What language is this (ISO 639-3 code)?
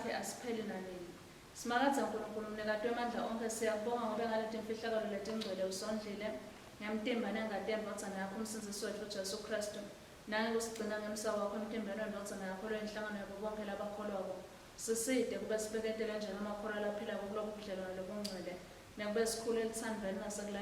ssw